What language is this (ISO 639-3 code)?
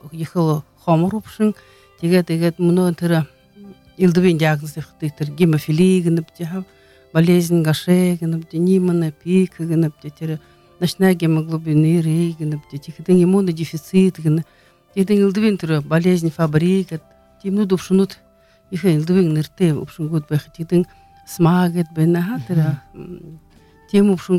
bua